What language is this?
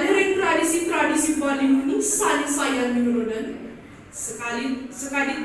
Balinese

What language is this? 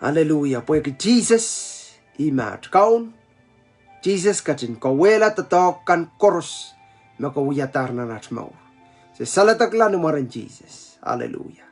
Pohnpeian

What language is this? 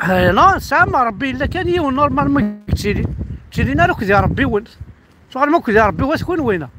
Kabyle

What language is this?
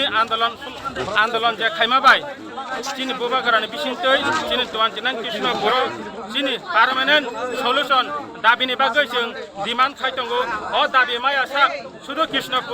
Kok Borok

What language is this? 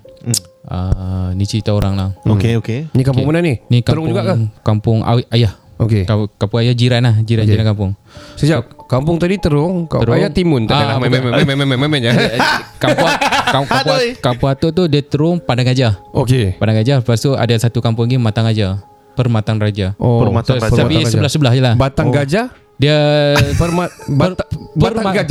Malay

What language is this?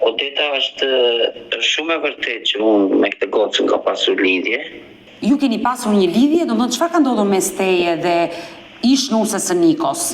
Albanian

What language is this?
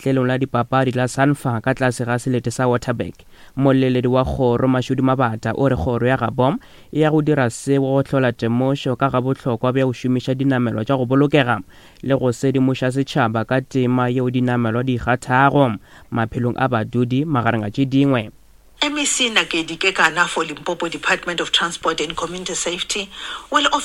Northern Sotho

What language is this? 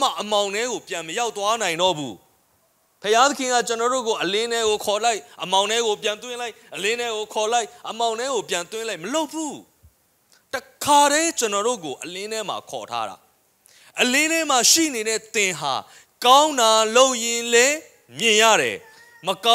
Burmese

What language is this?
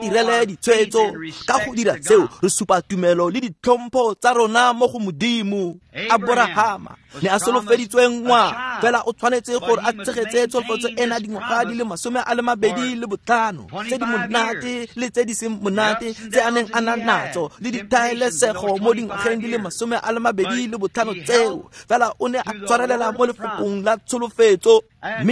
Tswana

